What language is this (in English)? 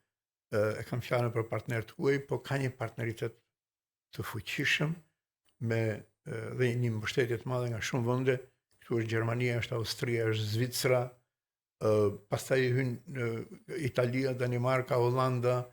Albanian